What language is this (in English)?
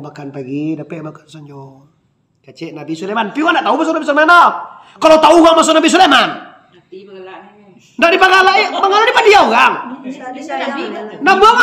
Minangkabau